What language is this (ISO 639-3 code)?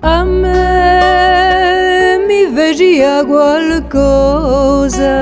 cos